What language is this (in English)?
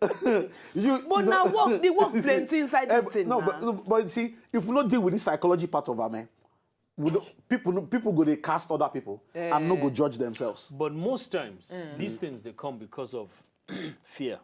Nigerian Pidgin